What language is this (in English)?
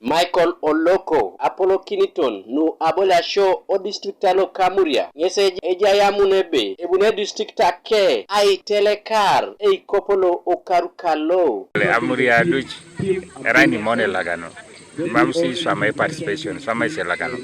Teso